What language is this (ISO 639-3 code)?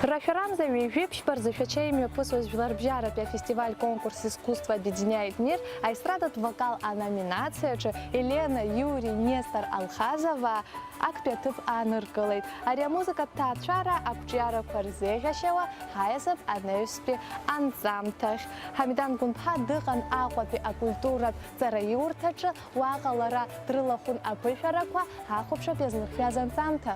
abk